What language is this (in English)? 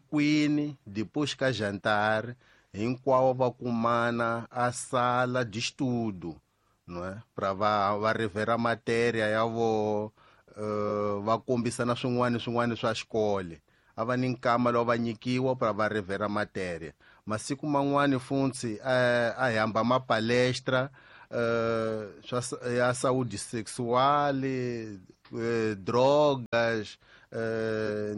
Tsonga